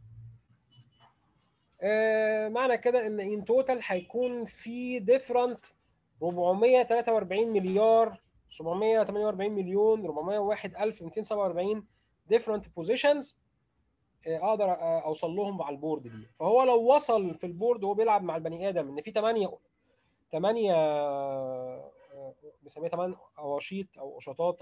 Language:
Egyptian Arabic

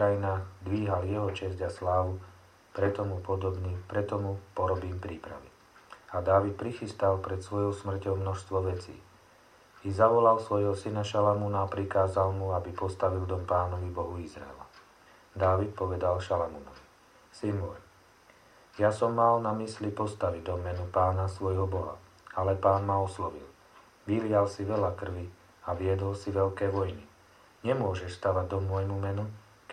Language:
Slovak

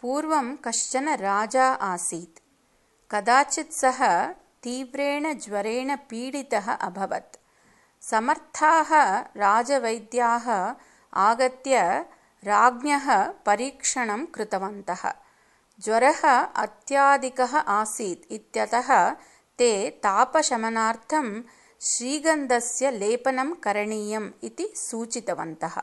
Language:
Sanskrit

